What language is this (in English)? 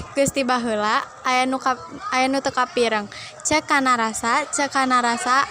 Sundanese